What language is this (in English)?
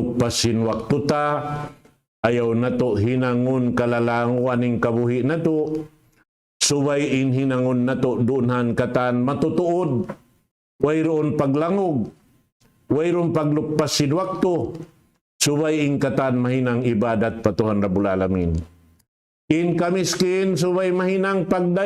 Tausug